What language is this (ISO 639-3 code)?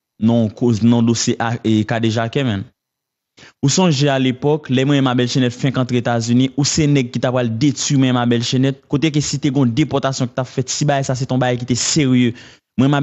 hat